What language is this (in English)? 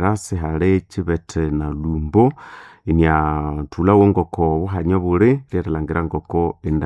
Nande